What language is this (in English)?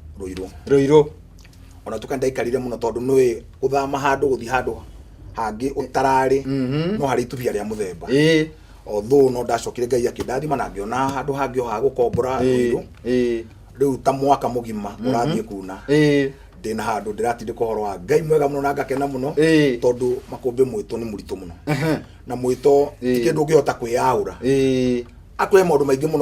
Kikuyu